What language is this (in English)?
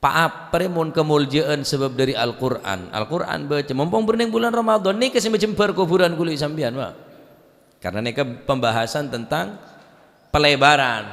Madurese